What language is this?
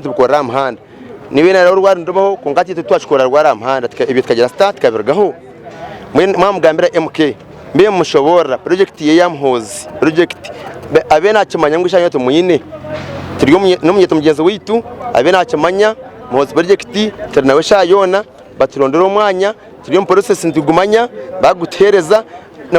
Nyankole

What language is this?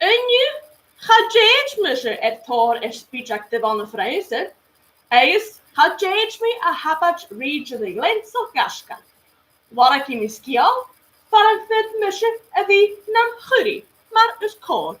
Scottish Gaelic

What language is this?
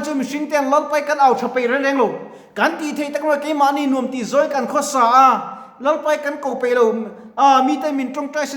Mizo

